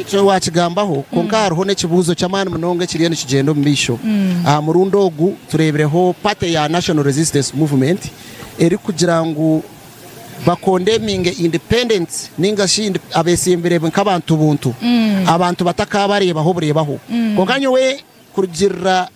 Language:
Nyankole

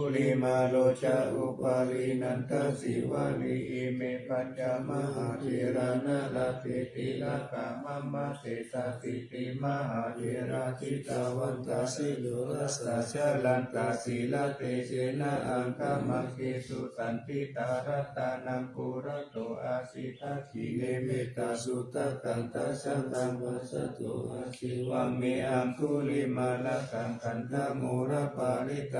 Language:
Pali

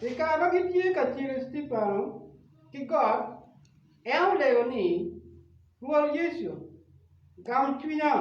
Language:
Acoli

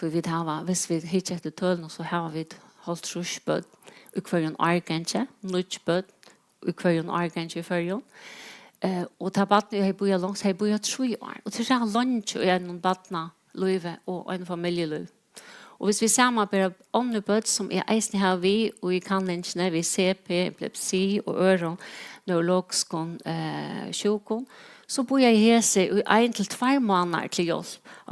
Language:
Faroese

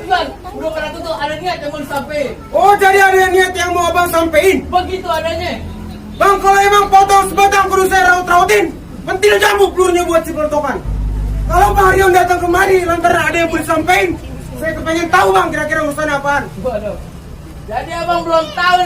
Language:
Betawi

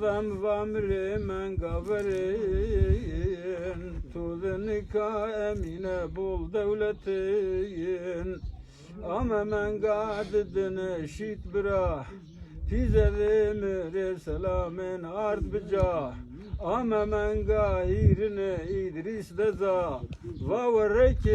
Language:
Zaza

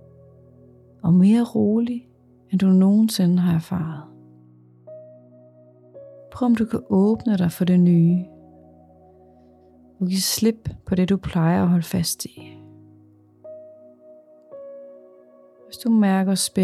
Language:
Danish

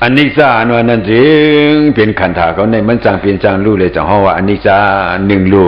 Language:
Shan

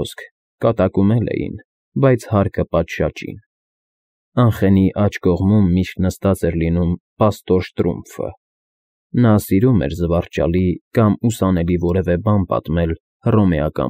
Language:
Armenian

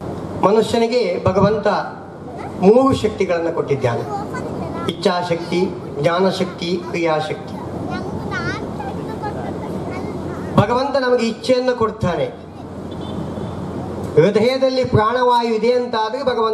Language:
Kannada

